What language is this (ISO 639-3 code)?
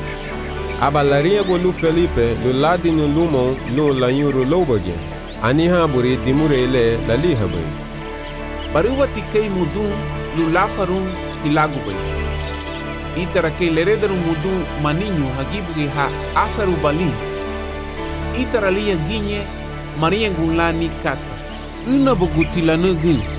cab